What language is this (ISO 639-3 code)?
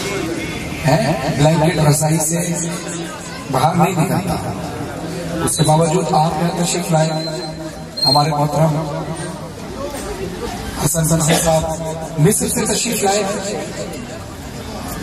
urd